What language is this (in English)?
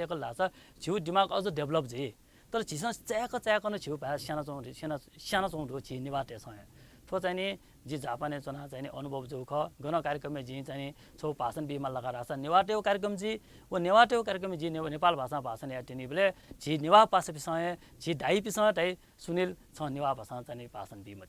Newari